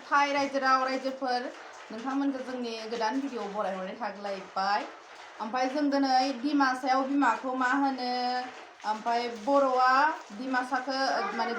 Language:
Bodo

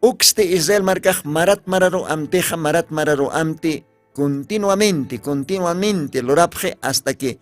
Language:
Aymara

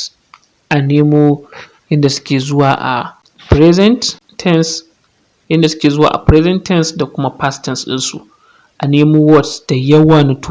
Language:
Hausa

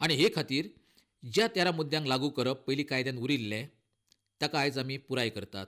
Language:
Konkani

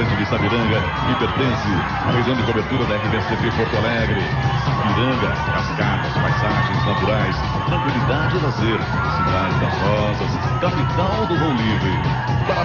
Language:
Portuguese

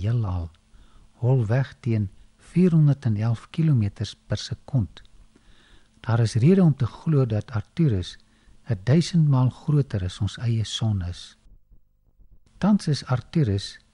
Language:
Afrikaans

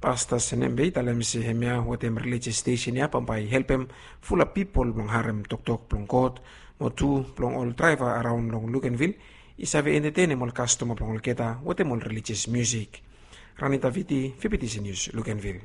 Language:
Bislama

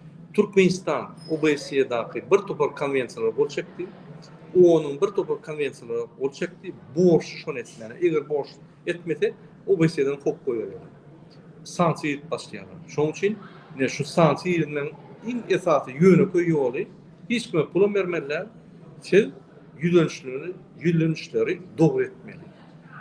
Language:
Turkmen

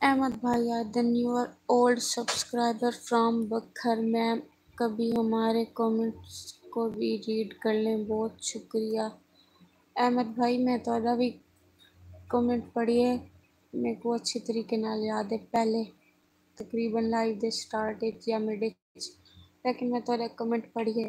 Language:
Saraiki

